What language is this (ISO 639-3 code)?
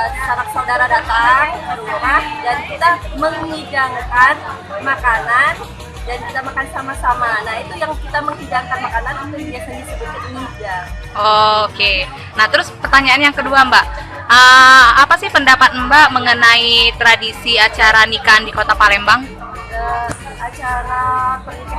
mui